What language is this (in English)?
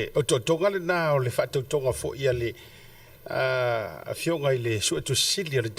Samoan